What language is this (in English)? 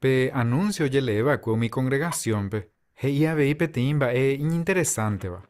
Guarani